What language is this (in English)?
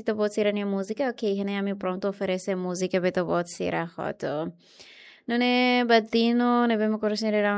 Tetum